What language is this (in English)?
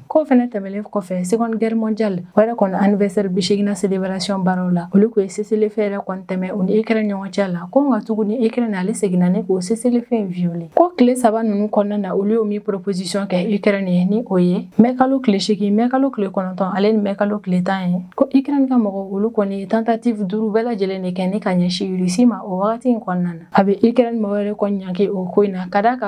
Bambara